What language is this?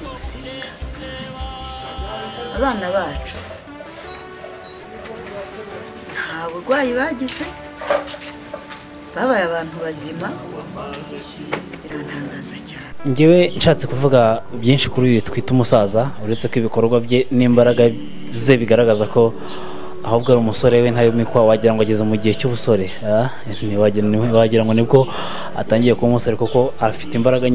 Kinyarwanda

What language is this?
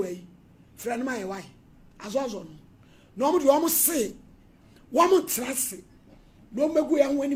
Akan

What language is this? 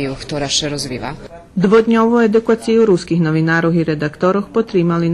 Rusyn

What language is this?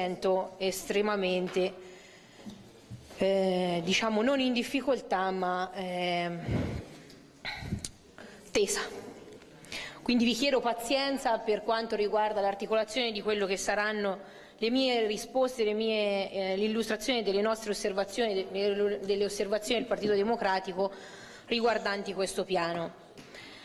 Italian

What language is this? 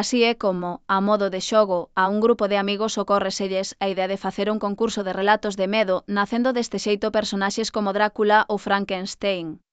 Galician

